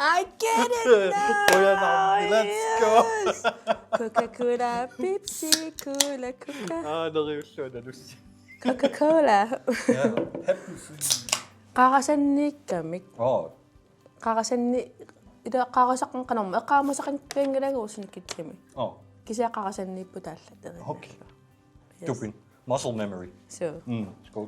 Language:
Kalaallisut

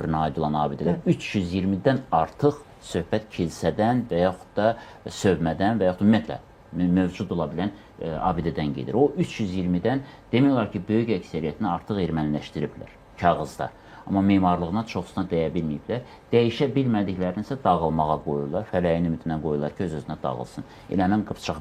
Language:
Azerbaijani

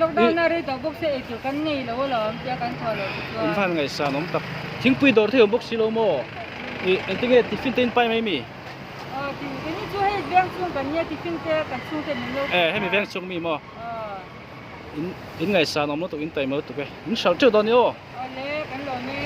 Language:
Mizo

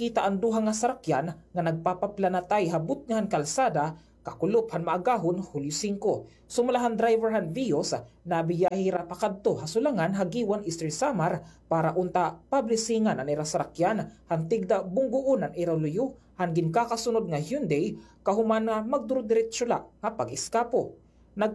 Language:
Waray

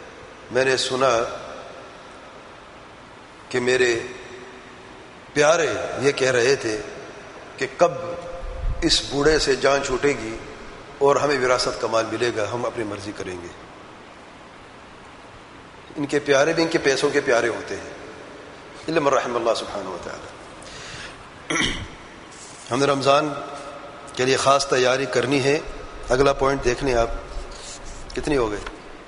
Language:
Urdu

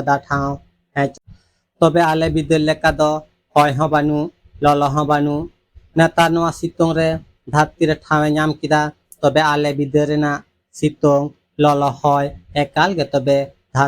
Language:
Santali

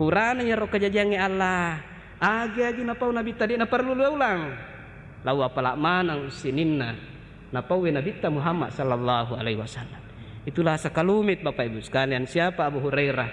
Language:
Buginese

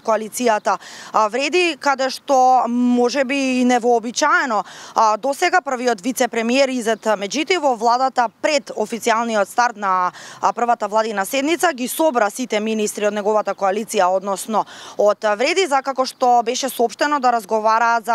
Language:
Macedonian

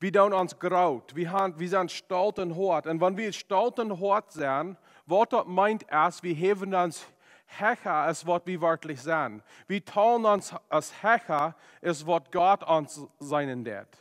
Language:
Plautdietsch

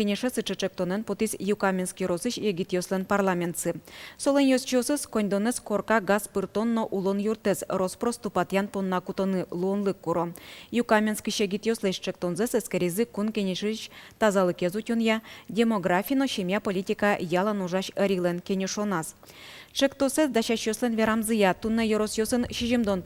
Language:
Udmurt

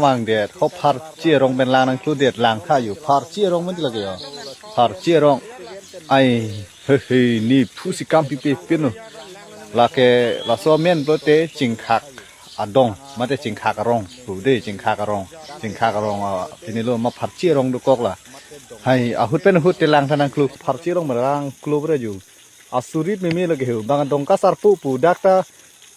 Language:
Karbi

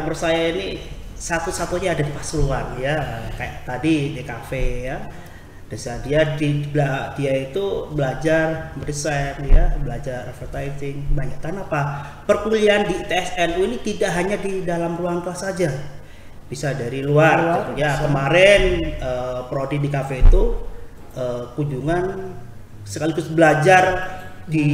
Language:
Indonesian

